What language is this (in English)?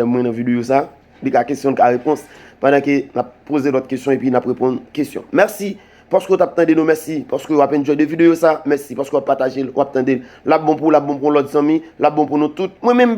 Haitian Creole